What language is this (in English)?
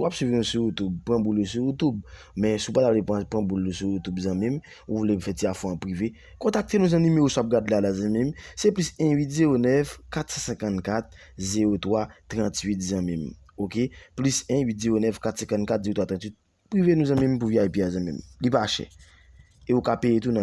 Haitian Creole